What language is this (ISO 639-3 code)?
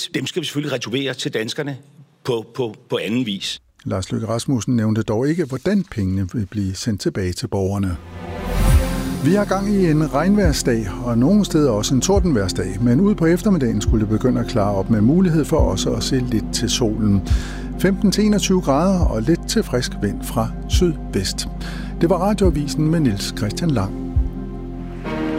dan